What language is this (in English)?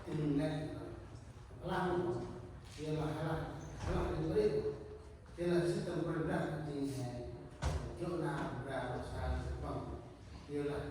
Central Mnong